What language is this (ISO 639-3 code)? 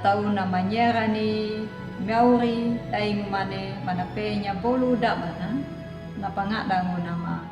akg